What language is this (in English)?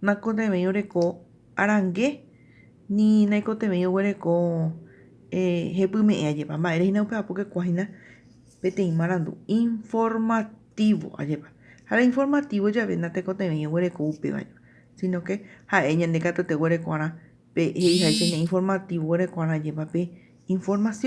Guarani